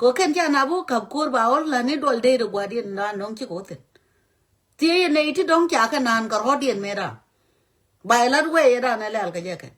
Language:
Nuer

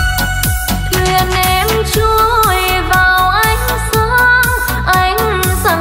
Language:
Vietnamese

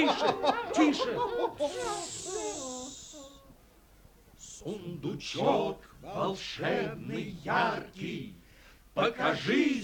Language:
Russian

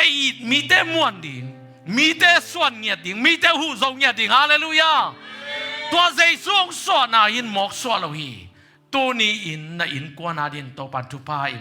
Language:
Tedim Chin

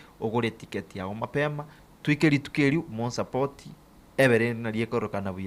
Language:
Gusii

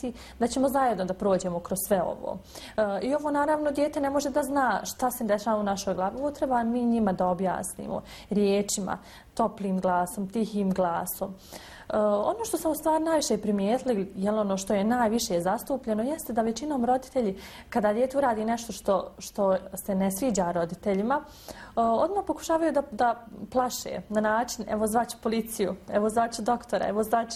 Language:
Bosnian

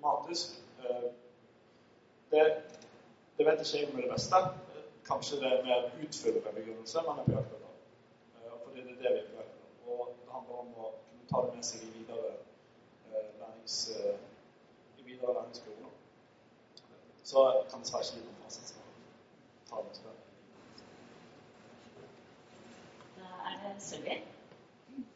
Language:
Norwegian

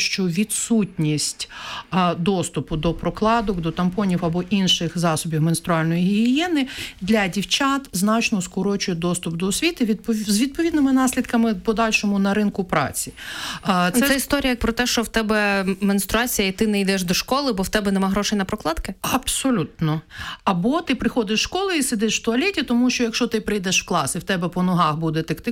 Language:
Ukrainian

